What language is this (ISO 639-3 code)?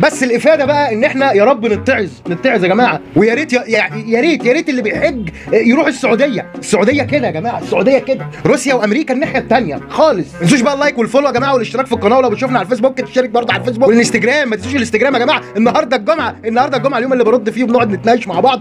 arz